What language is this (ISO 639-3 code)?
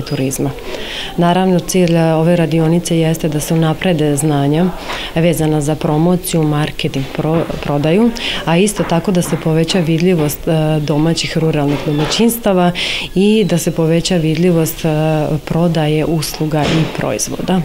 srp